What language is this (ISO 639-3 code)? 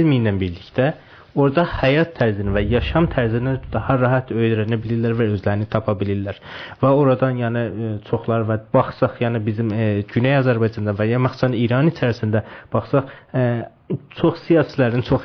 azb